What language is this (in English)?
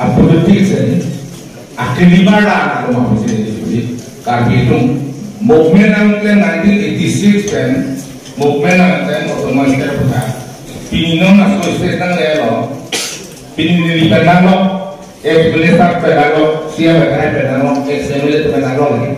Karbi